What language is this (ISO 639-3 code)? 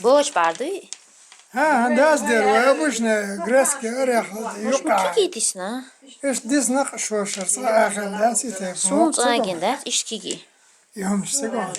che